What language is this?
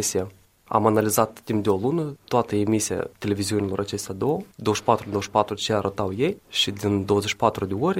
Romanian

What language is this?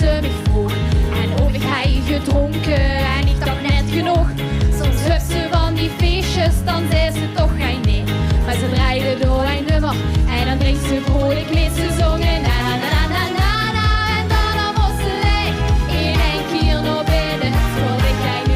Limburgish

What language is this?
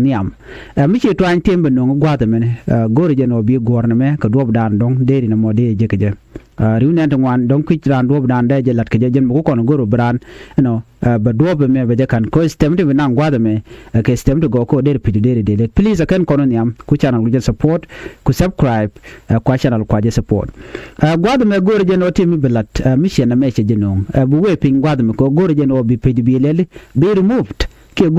Nuer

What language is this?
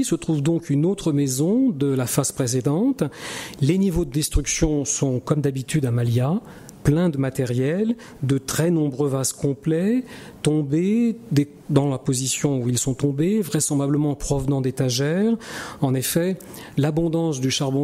French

